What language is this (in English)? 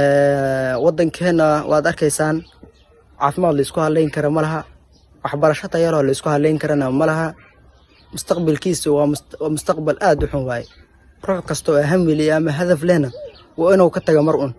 Somali